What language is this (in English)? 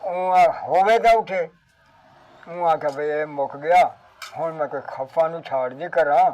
Saraiki